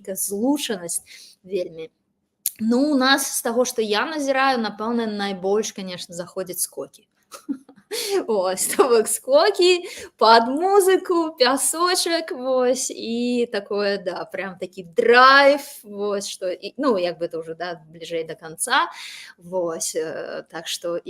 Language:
Belarusian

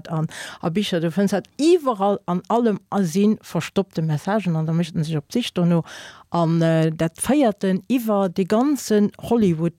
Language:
Luxembourgish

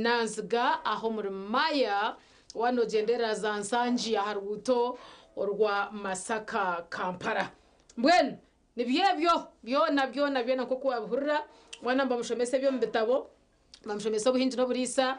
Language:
Nyankole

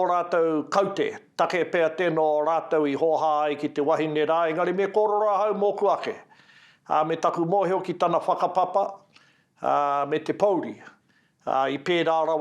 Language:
Māori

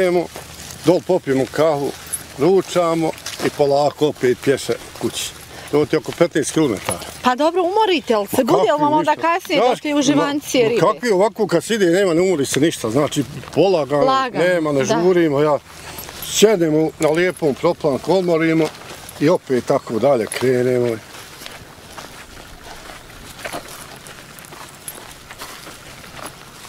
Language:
Bosnian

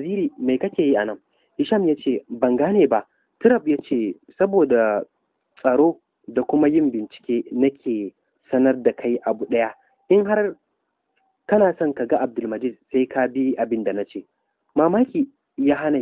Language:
Hausa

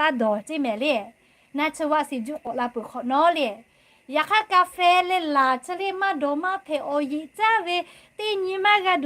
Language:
Lahu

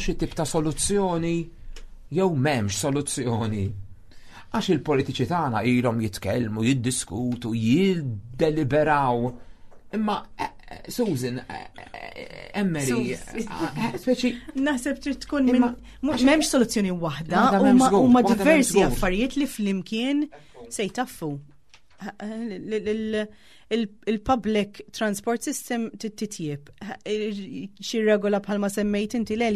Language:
Maltese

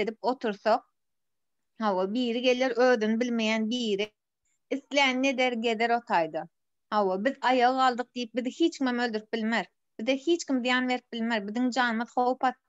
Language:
Turkmen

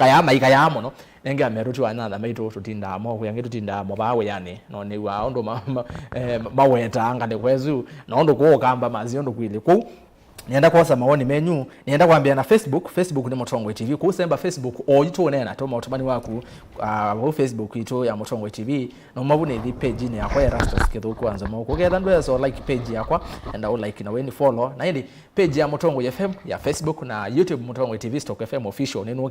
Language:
Kamba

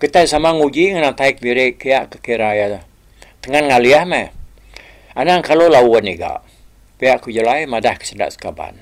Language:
Iban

